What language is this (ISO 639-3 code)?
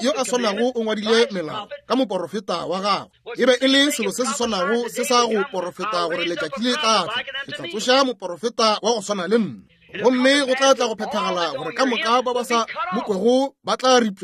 nso